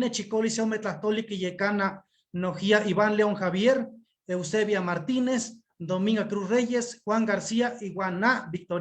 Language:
Eastern Huasteca Nahuatl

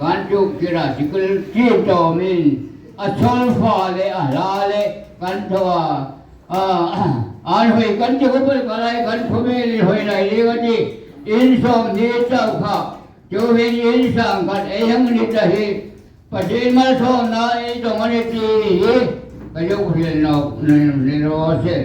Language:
Hmar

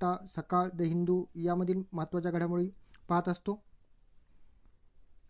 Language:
Marathi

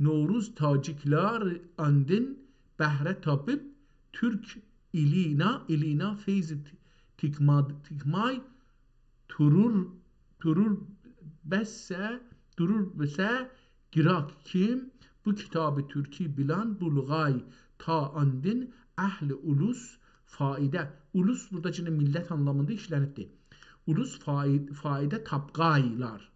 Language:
South Azerbaijani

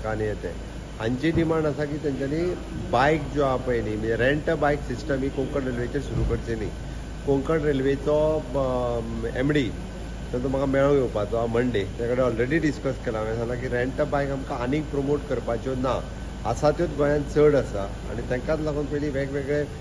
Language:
Konkani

